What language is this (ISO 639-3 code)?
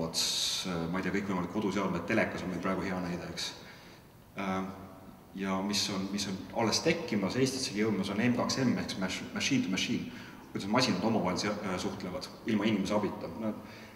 est